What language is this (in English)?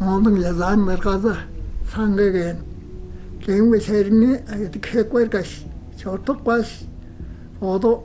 Tuvinian